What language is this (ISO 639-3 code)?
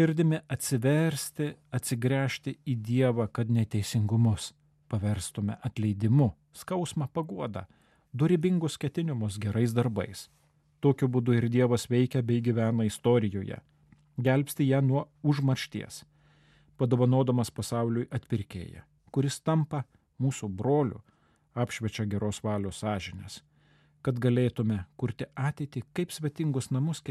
lit